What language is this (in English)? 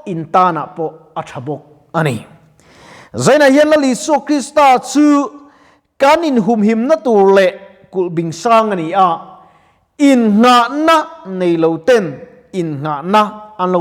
Mizo